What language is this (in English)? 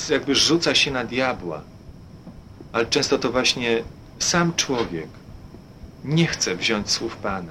Polish